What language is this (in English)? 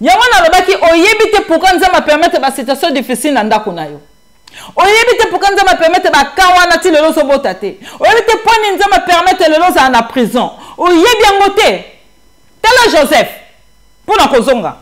Lingala